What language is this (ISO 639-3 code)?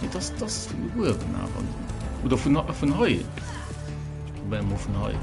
ltz